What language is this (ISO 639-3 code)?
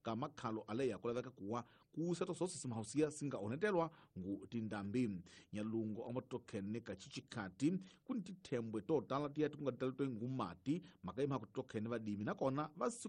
tso